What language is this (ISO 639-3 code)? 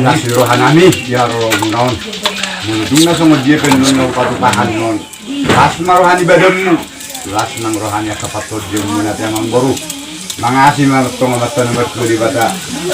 bbc